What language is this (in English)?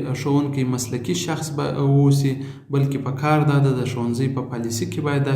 Pashto